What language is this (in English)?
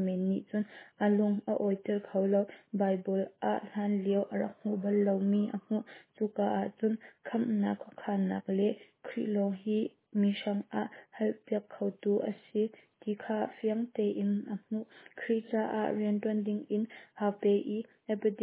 Hakha Chin